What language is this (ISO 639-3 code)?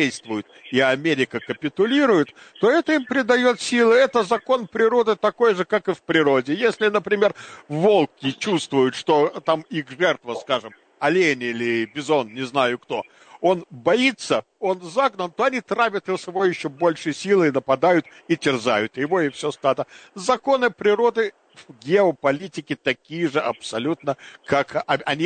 rus